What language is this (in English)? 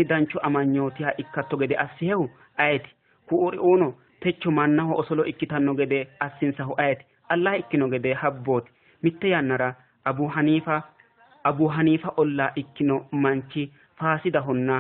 Sidamo